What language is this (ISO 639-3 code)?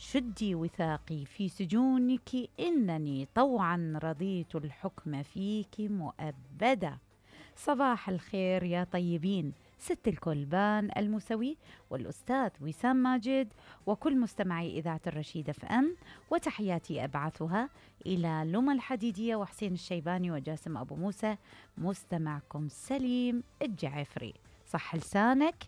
acm